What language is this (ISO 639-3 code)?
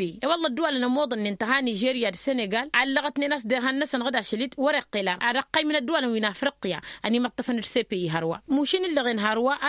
taq